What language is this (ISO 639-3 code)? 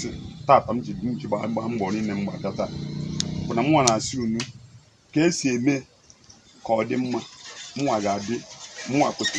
ibo